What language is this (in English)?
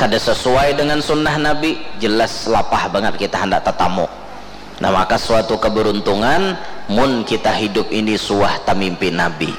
Banjar